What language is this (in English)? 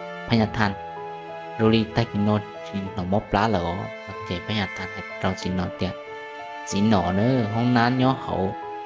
Hmong